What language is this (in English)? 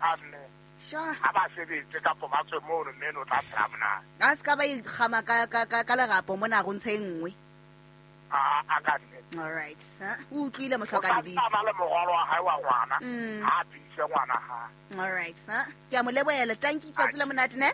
Southern Sotho